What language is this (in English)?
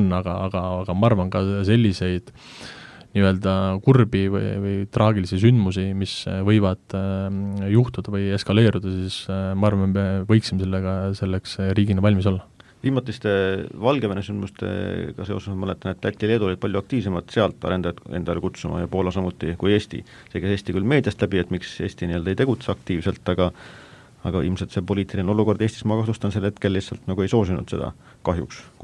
Estonian